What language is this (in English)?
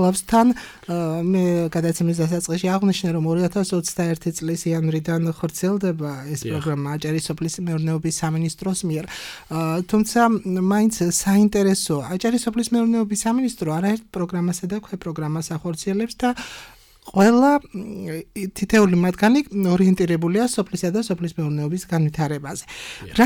Georgian